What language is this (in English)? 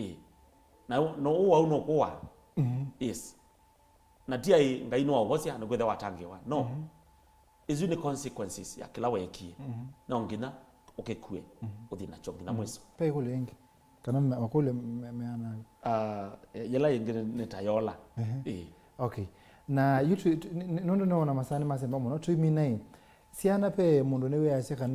Kamba